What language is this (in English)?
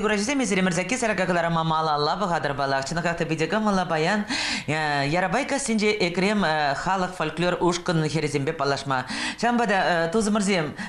Chuvash